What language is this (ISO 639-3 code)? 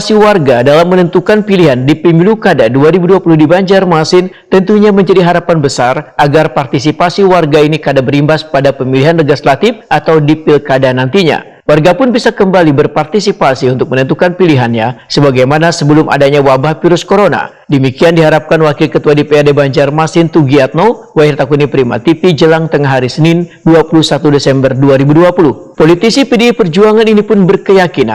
bjn